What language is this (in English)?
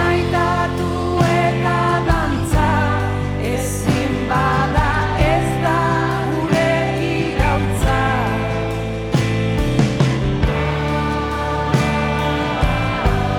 Basque